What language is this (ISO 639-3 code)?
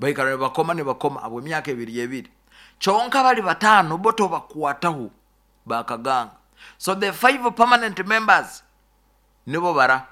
nyo